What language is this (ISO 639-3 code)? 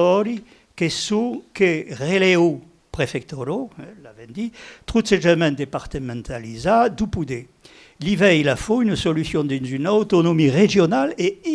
oci